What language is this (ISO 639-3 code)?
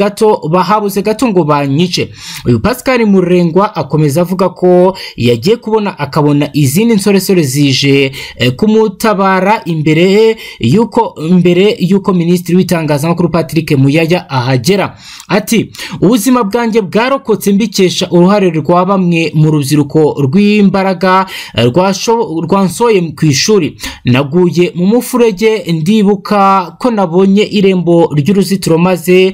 kin